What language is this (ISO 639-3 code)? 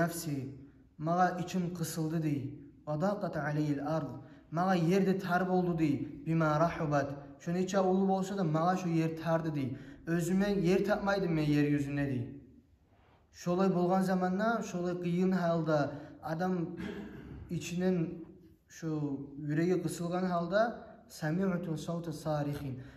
kum